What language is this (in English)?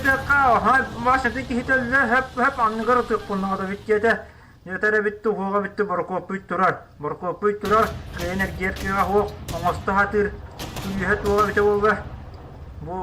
Yakut